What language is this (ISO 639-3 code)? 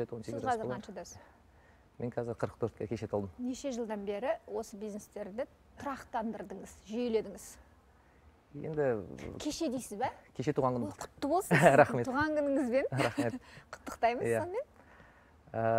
kaz